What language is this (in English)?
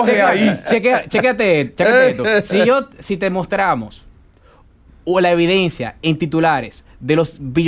Spanish